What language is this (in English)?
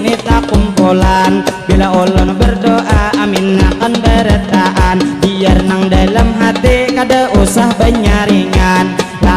Banjar